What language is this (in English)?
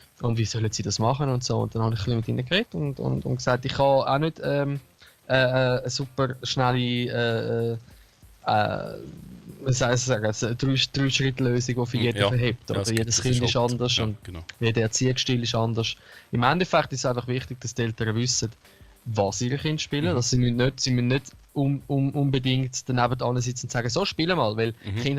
Swiss German